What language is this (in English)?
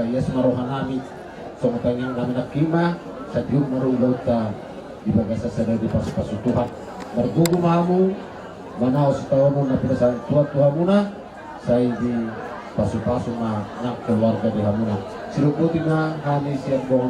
Batak Toba